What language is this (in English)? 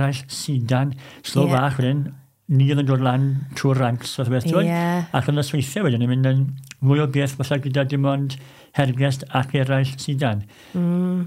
Welsh